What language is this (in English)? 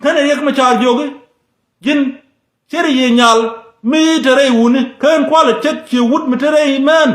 Nuer